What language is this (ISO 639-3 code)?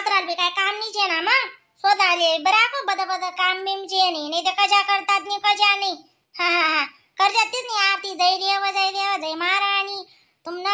khn